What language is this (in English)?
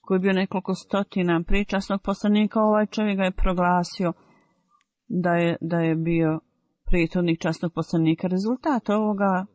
Bosnian